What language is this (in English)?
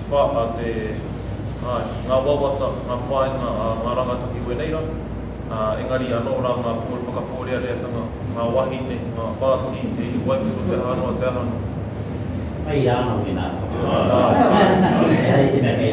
Māori